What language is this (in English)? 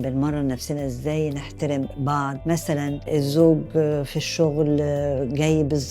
Egyptian Arabic